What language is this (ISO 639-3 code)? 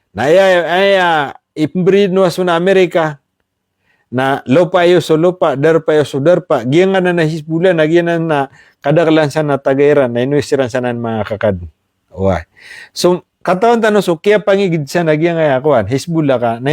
mrw